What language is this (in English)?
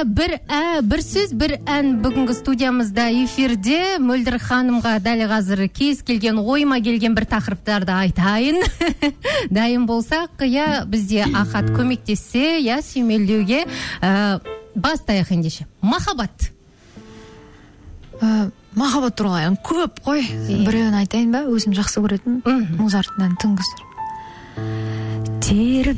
Kazakh